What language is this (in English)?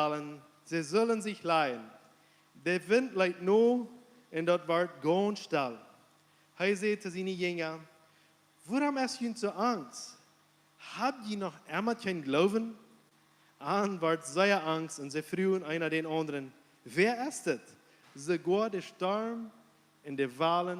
Plautdietsch